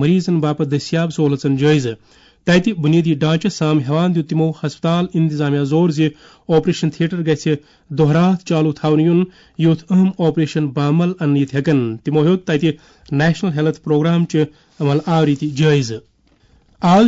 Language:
Kashmiri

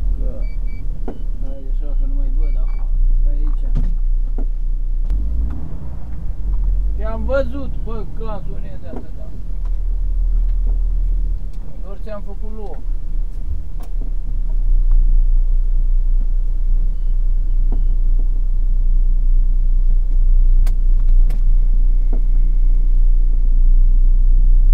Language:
Romanian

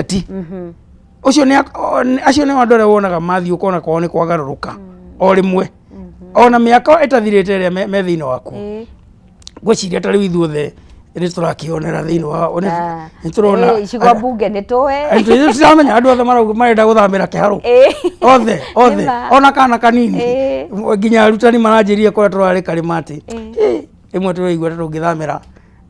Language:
Kikuyu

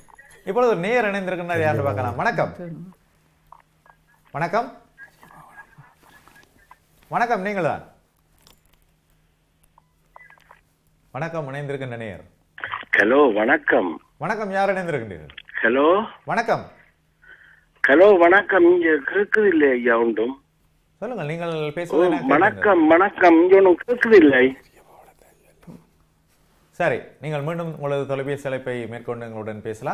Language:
Tamil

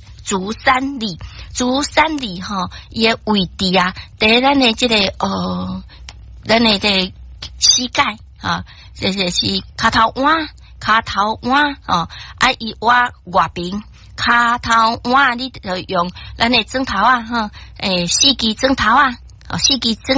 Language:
Min Nan Chinese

